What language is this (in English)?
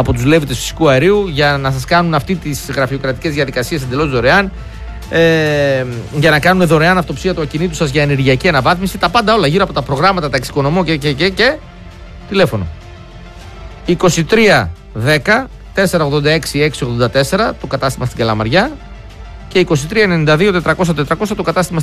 Greek